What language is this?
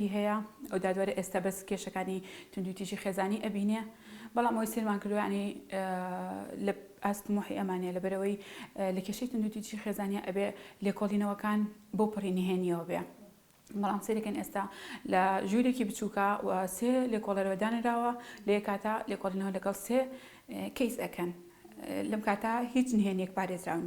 Central Kurdish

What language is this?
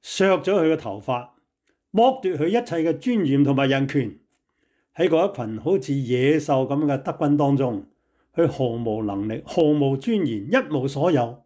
Cantonese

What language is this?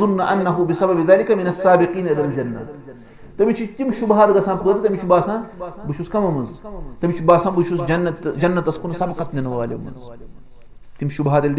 Kashmiri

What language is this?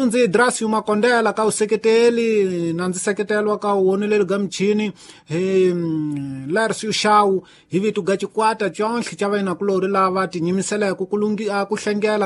Tsonga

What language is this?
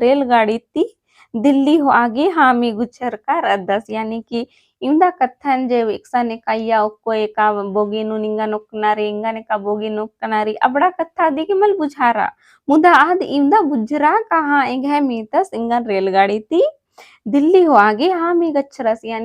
Kurukh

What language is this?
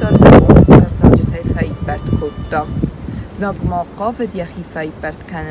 Ossetic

